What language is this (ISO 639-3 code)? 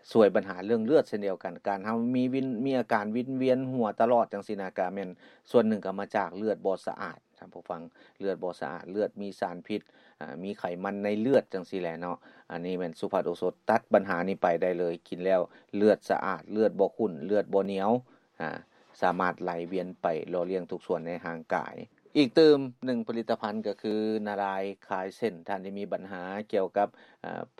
lao